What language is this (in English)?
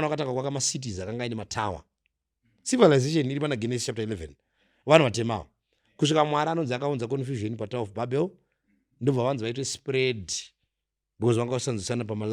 Shona